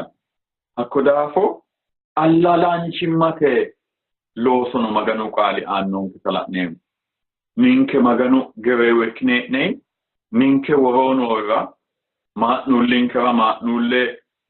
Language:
Sidamo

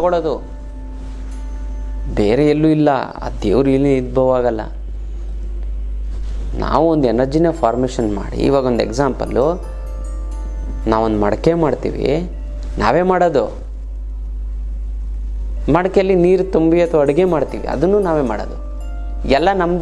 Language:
Kannada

